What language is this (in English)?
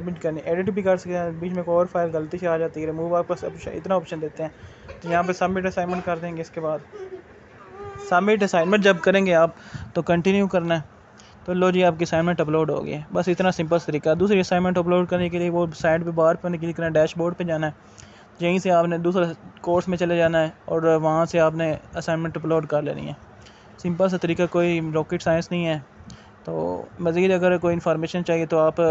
Urdu